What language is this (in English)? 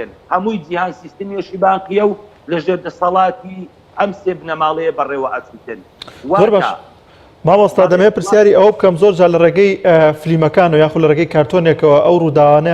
Central Kurdish